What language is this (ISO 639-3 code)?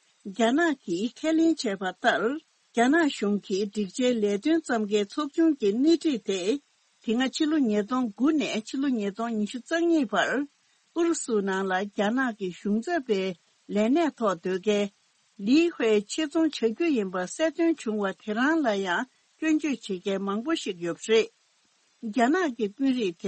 bod